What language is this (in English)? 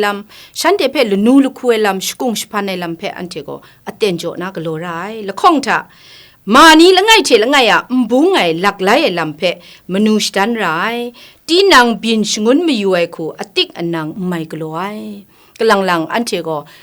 Kachin